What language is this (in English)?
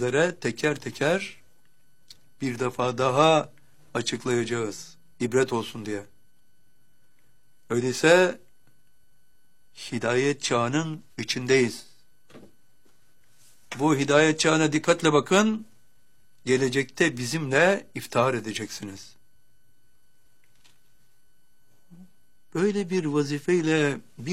Turkish